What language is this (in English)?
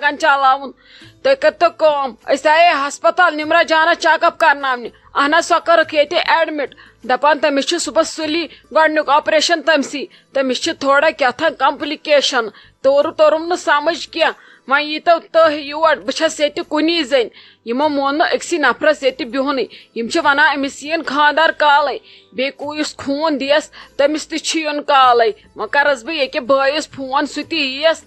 Kashmiri